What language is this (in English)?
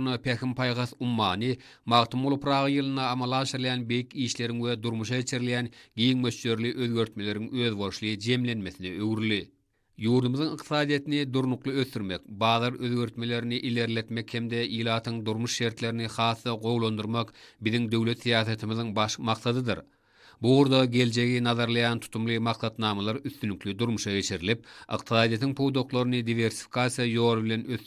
Turkmen